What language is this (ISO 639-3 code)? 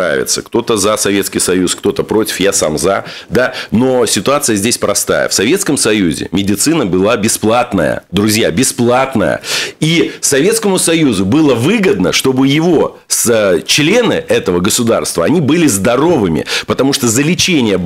rus